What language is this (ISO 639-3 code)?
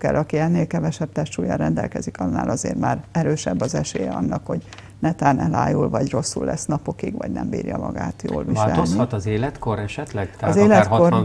hun